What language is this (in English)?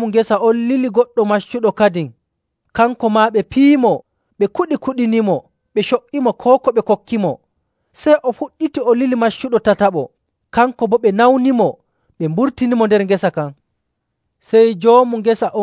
Nigerian Fulfulde